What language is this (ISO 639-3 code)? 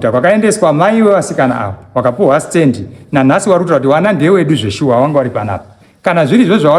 sna